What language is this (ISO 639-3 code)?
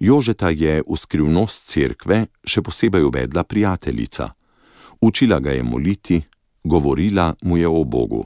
slv